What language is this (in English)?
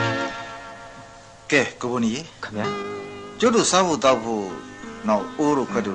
Burmese